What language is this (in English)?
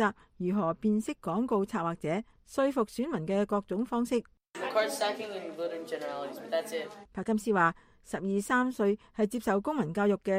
Cantonese